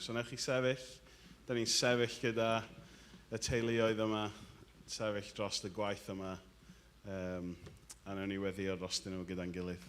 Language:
Welsh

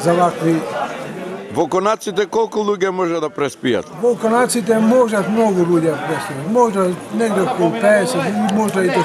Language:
Macedonian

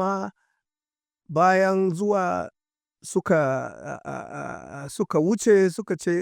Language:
Hausa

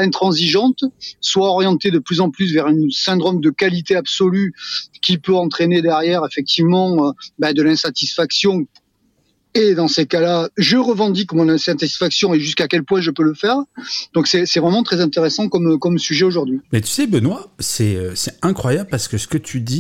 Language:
French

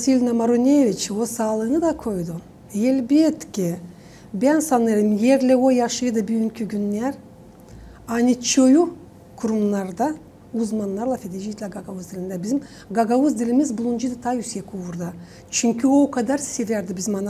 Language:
Gagauz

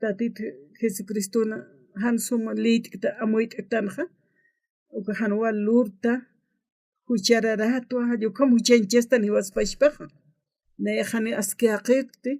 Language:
Aymara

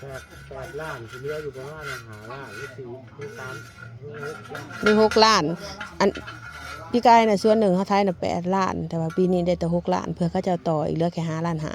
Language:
Northeastern Thai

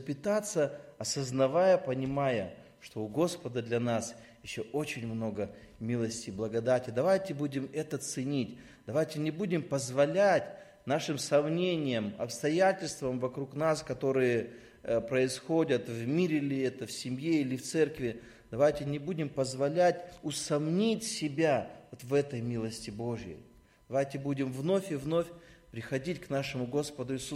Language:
Russian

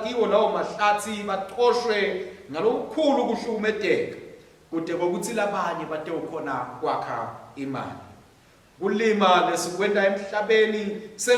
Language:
Swati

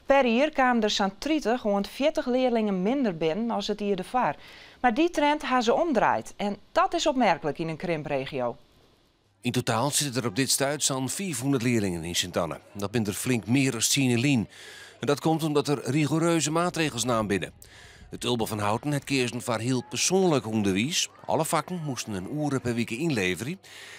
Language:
Western Frisian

